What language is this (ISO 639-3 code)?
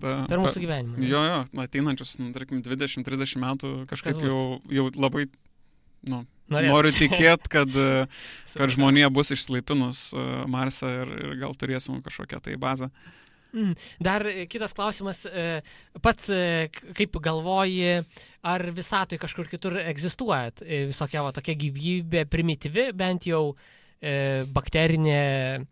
lit